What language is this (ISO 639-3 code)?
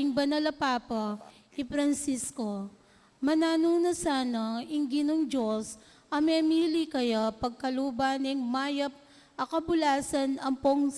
pam